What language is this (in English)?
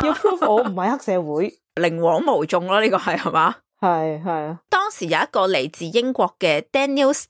Cantonese